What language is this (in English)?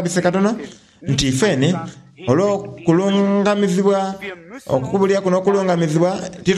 Soga